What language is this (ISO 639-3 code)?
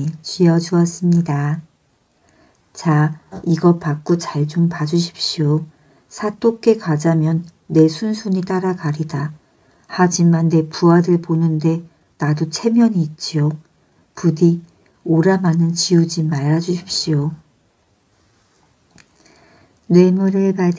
kor